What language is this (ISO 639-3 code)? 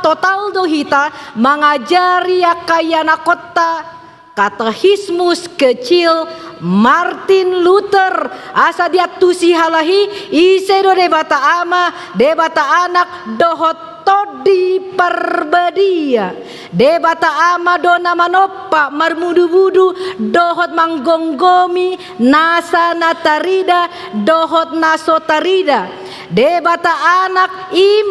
bbc